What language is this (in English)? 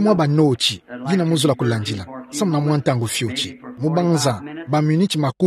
Kituba (Democratic Republic of Congo)